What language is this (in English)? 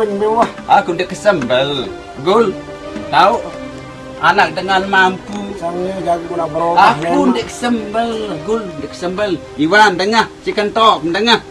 Sasak